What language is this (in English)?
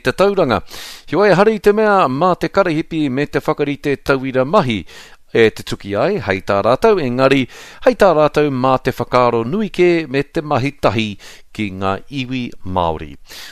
Māori